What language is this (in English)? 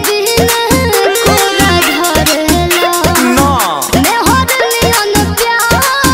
Bhojpuri